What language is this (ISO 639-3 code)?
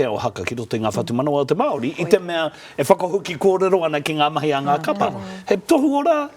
mri